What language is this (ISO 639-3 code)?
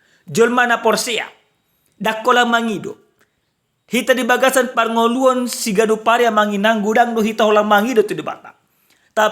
bbc